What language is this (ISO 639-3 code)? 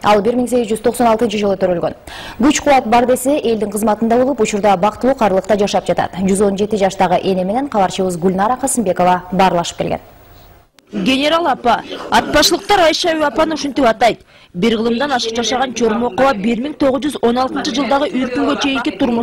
kir